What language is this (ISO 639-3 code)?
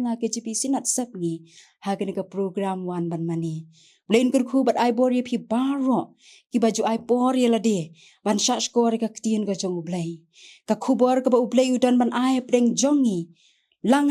kha